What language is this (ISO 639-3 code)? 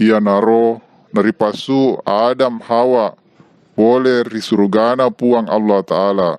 bug